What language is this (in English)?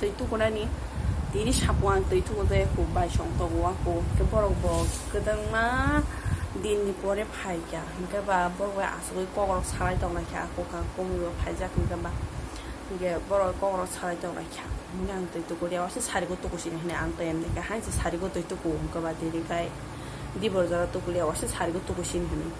Kok Borok